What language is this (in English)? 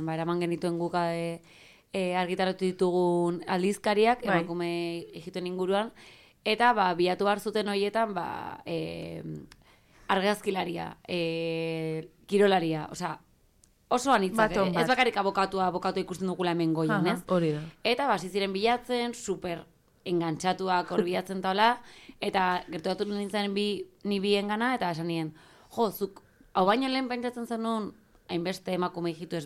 Basque